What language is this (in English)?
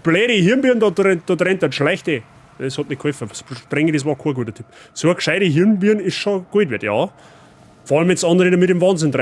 Bavarian